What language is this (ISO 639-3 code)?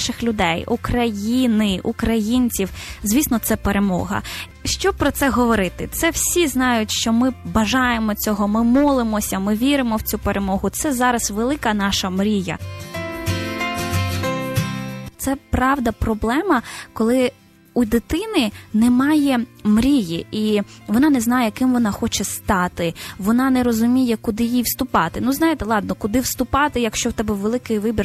ukr